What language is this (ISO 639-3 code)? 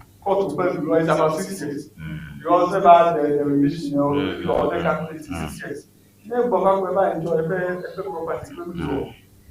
ewe